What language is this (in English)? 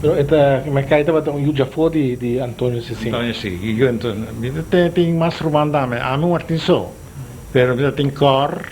Papiamento